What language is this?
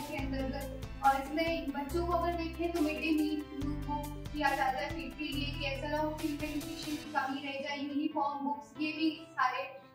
Hindi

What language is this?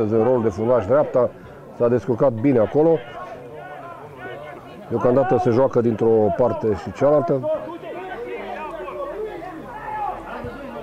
Romanian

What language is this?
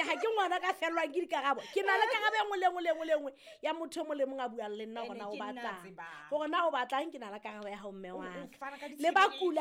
Southern Sotho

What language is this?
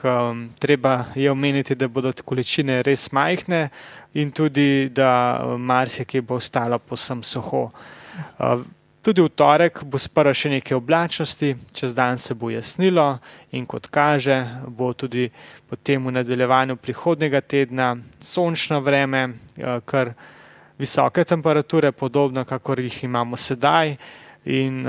Slovenian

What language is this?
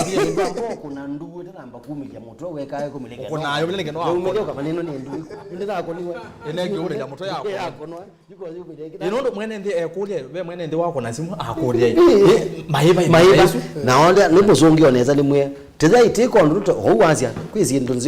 Kamba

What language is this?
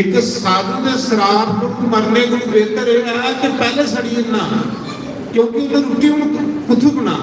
Dogri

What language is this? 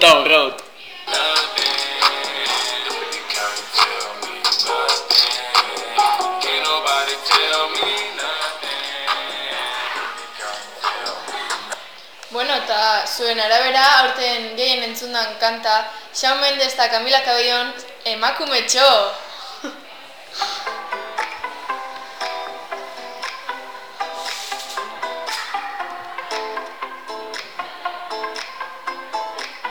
Basque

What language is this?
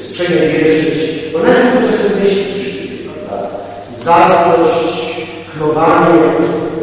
Polish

